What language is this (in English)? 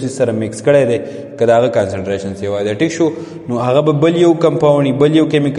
Pashto